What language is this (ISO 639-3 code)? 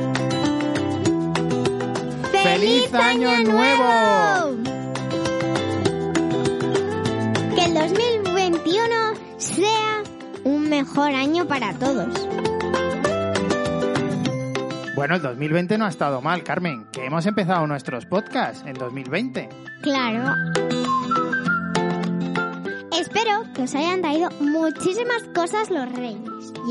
spa